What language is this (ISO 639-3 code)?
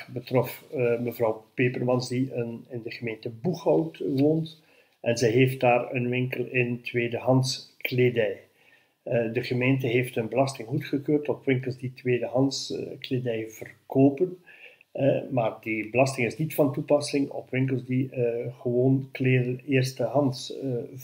nld